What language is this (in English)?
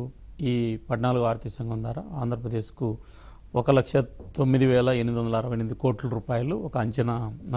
Telugu